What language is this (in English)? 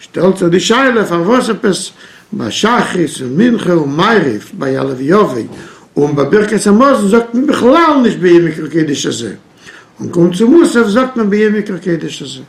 Yiddish